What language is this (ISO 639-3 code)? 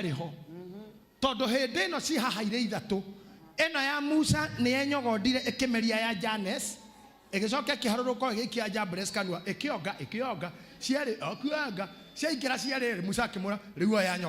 kik